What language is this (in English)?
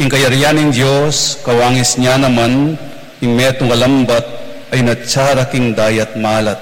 Pampanga